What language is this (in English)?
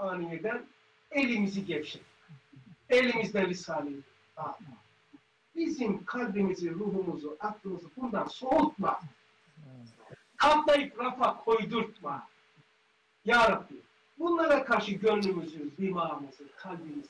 Turkish